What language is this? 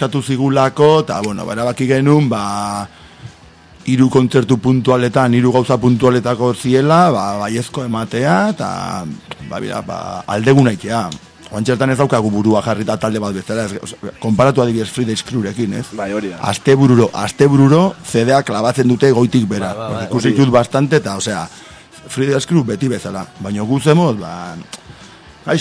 Basque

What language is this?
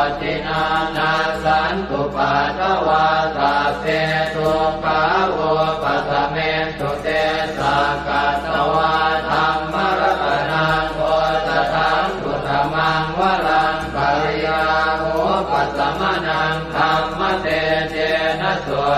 Pali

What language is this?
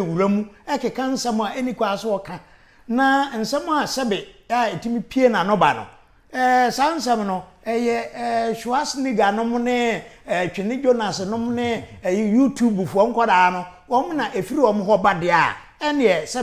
Akan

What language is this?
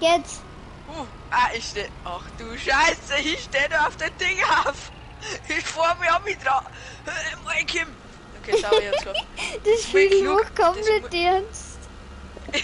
Bavarian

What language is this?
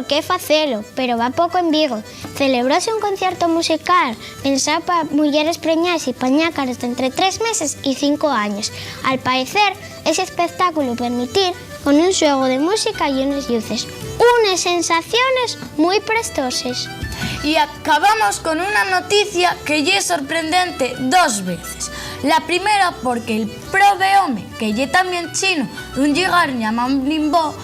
Asturian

